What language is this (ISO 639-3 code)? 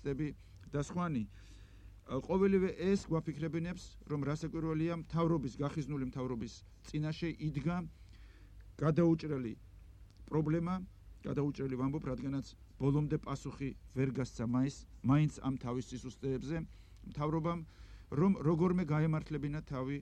kat